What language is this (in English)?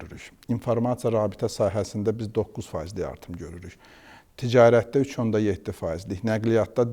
Azerbaijani